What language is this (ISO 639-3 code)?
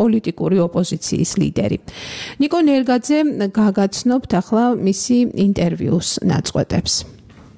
kat